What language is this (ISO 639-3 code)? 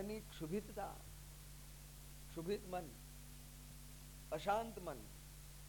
guj